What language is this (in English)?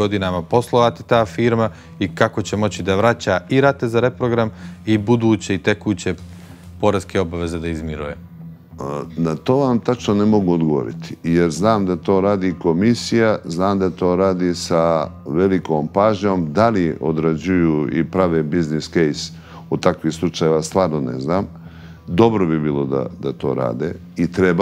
Bosnian